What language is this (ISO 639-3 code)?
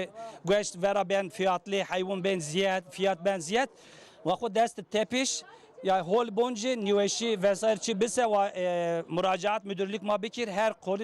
zza